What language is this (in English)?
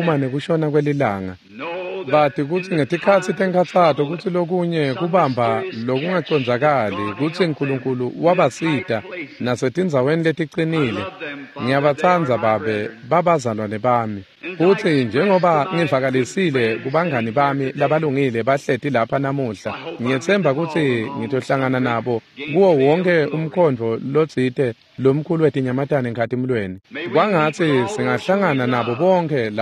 Swati